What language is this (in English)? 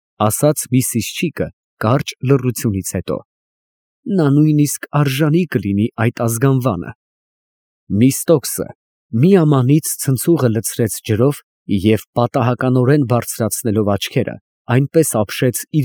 Armenian